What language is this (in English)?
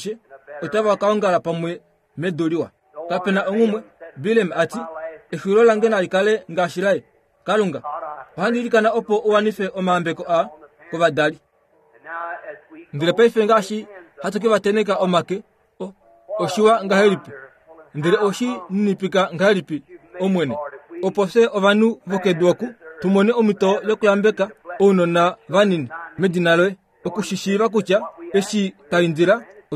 Kuanyama